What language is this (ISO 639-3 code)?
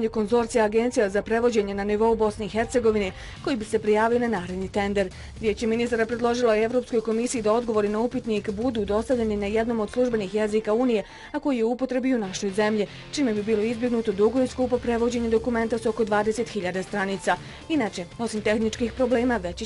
bos